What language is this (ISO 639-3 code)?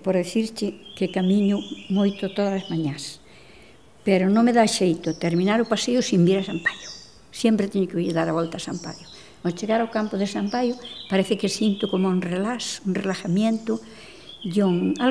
glg